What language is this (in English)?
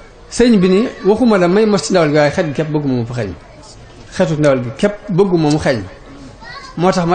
Wolof